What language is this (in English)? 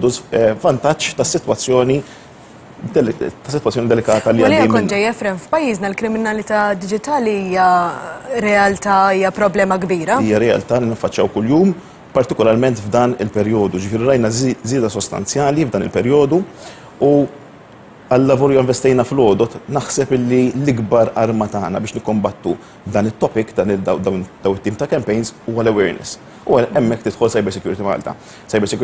Maltese